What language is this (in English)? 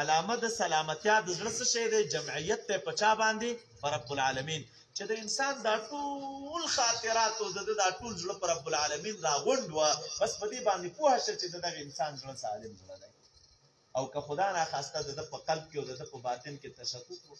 Pashto